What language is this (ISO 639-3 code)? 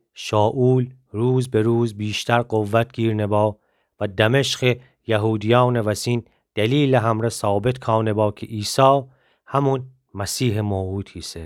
glk